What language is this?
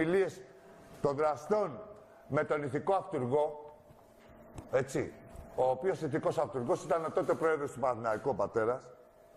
Greek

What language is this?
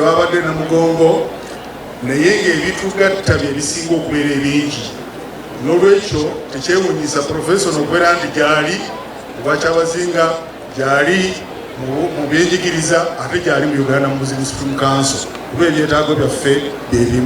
Soga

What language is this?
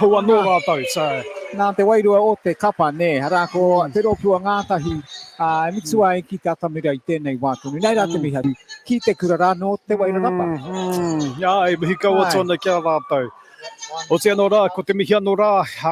Māori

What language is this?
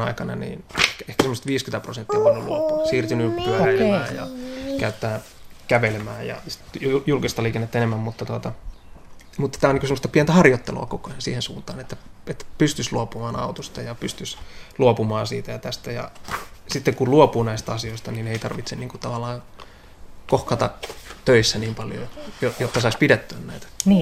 Finnish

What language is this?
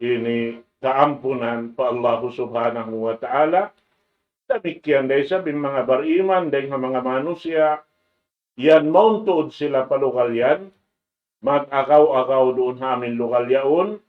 Tausug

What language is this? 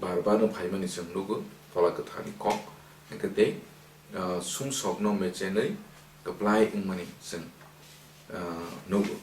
Kok Borok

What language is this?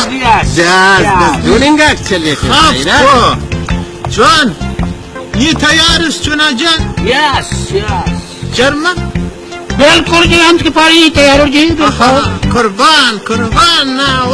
Brahui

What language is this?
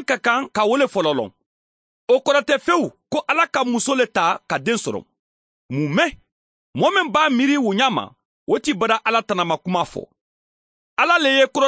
Mandingo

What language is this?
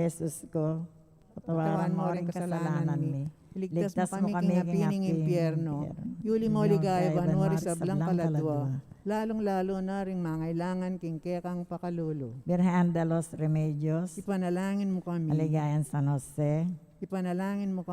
Pampanga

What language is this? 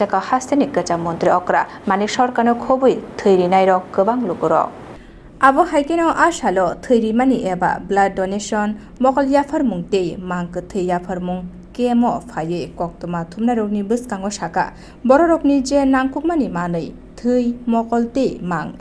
Kok Borok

